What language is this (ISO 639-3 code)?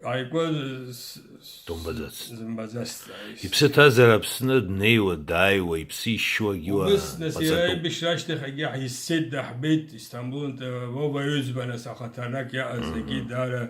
abk